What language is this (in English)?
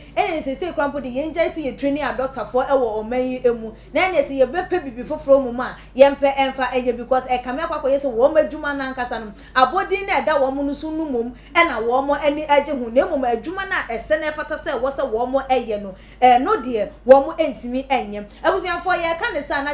Akan